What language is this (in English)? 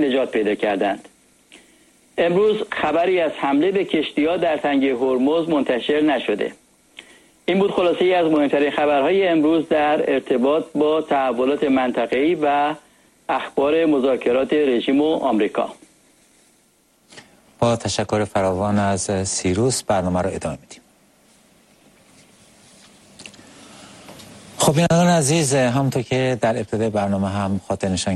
Persian